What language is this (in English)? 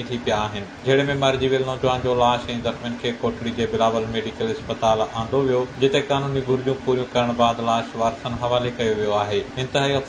Sindhi